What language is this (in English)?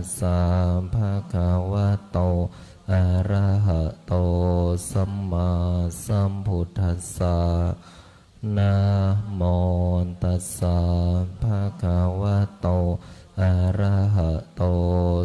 Pali